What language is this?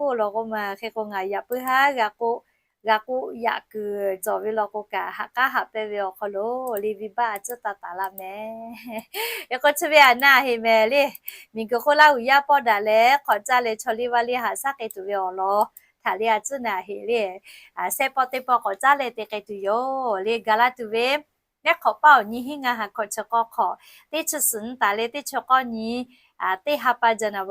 Lahu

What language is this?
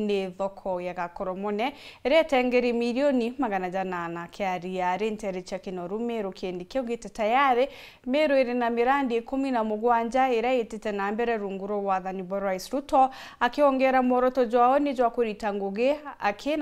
Meru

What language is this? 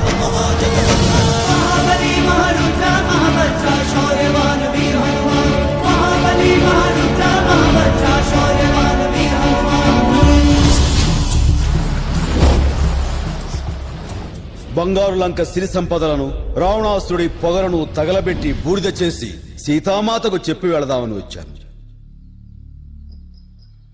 Telugu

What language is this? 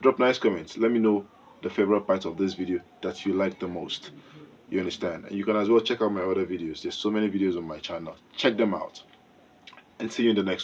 Nigerian Pidgin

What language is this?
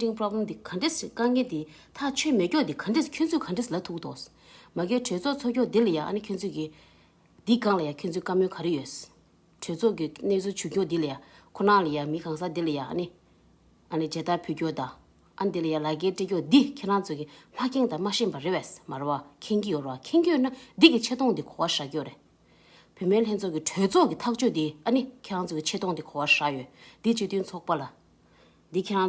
Tibetan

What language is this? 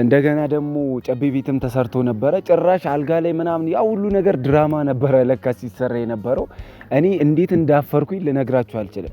Amharic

